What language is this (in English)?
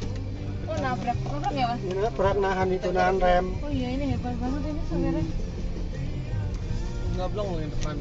Indonesian